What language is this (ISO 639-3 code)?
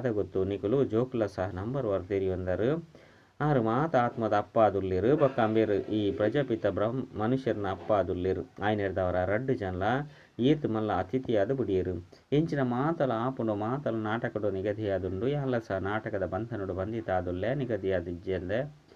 tcy